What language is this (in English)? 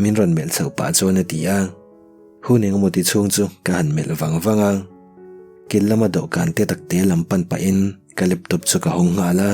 Mizo